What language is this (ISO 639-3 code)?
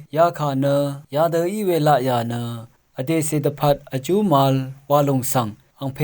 raw